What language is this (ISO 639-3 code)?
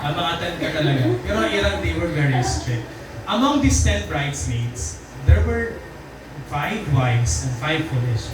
war